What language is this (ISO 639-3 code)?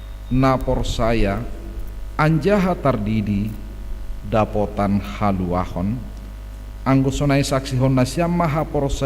bts